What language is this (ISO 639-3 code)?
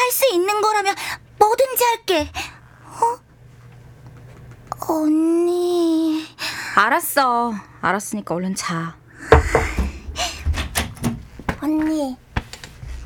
kor